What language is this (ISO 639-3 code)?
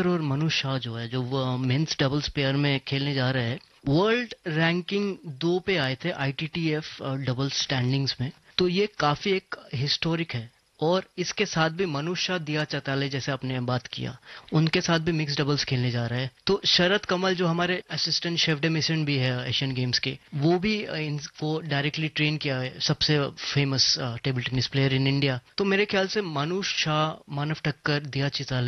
hin